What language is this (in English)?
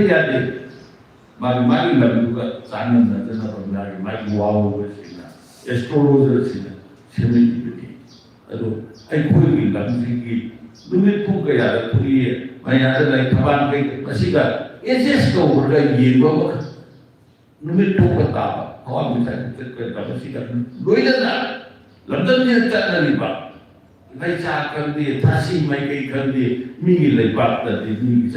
Manipuri